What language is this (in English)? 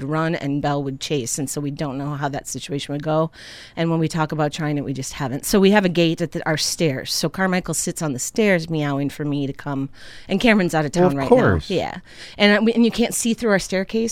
English